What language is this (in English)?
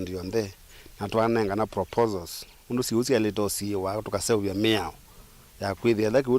Kamba